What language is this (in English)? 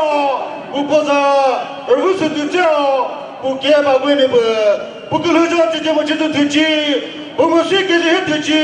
Chokri Naga